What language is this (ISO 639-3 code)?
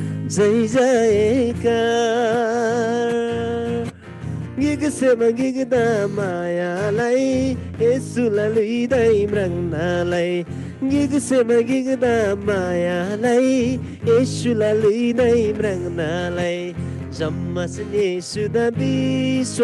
taj